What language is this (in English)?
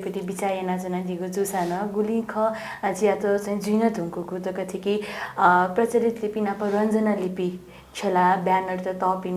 Newari